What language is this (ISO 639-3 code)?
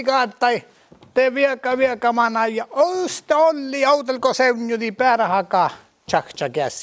sme